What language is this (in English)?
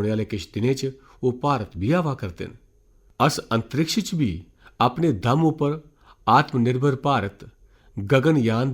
Dogri